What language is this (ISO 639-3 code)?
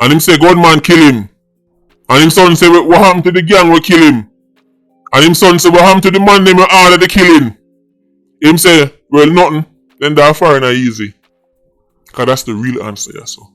jam